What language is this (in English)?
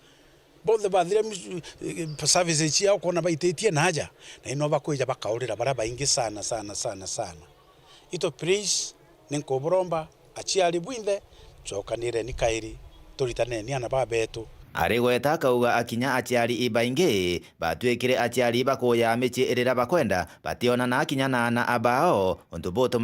Meru